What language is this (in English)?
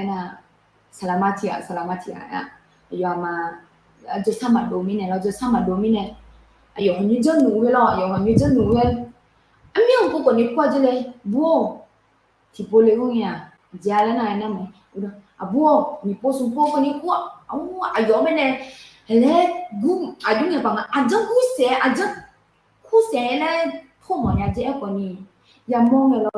Akha